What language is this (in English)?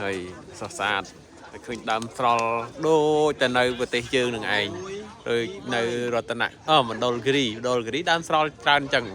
Khmer